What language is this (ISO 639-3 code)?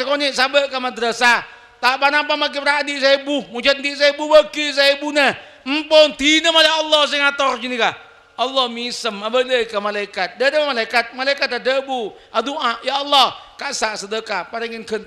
mad